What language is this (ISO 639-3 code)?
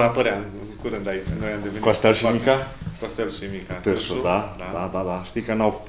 ron